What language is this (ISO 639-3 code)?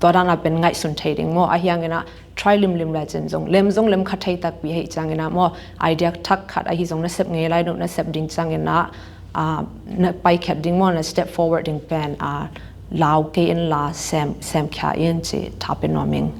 ctd